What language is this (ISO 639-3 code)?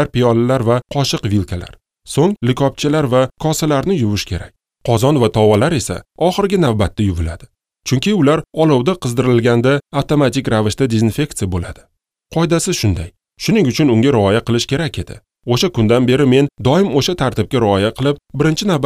uzb